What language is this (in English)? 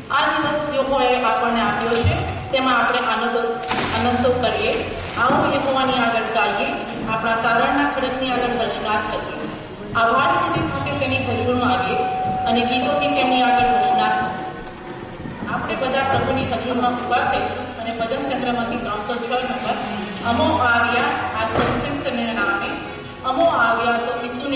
Gujarati